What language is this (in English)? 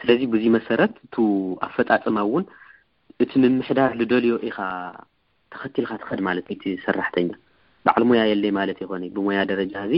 Tigrinya